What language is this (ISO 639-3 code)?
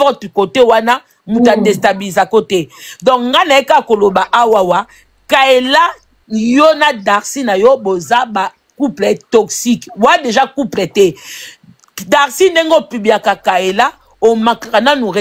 lin